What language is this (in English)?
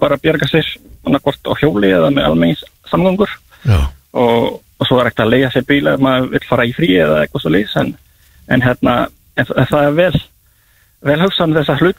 Icelandic